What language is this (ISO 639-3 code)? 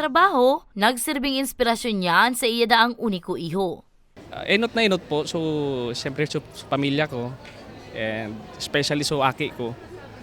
bik